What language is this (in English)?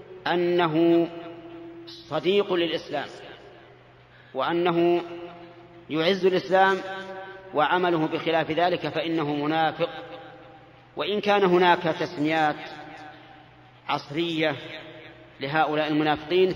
Arabic